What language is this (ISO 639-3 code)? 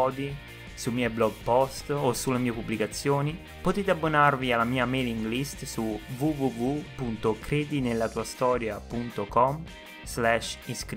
ita